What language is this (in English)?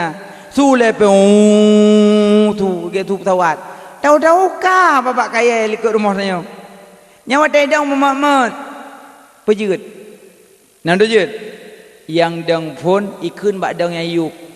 Achinese